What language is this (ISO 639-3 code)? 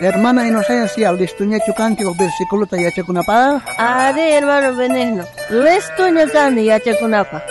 quh